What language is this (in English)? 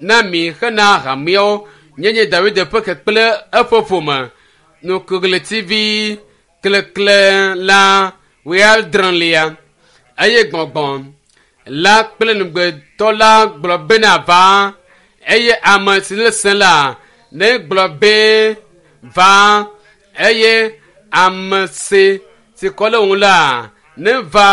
Ewe